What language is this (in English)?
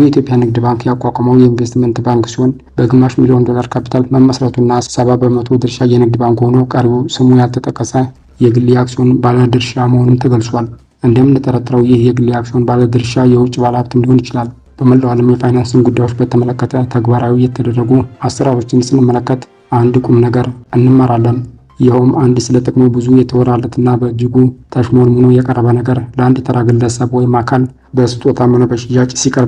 Amharic